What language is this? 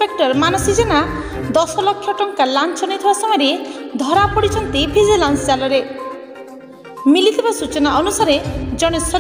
Odia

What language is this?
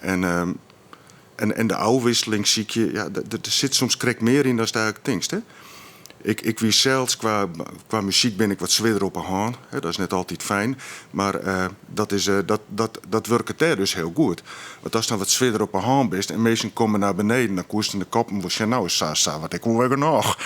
Western Frisian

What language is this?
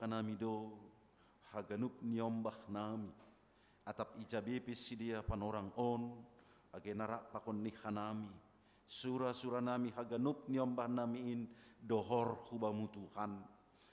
Batak Simalungun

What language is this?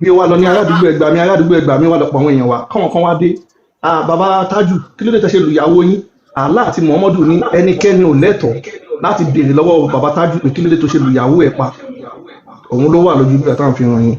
Yoruba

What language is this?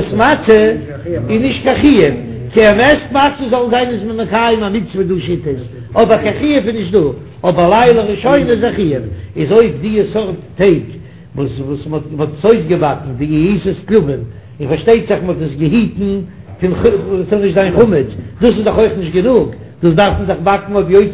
Yiddish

